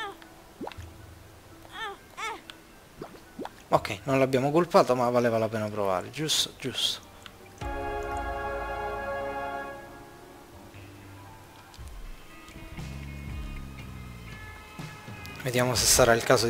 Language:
Italian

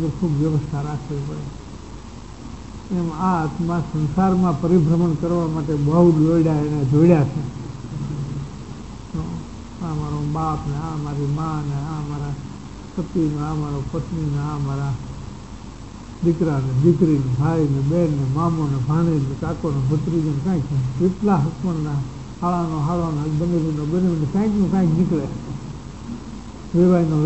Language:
Gujarati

